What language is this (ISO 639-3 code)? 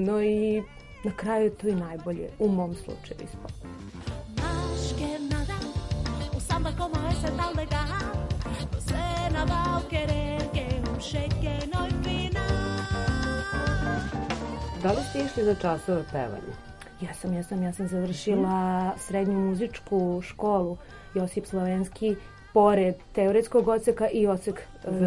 srp